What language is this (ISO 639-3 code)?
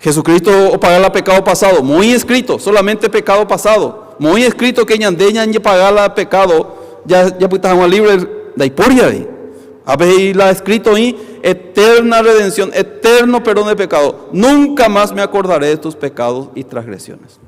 grn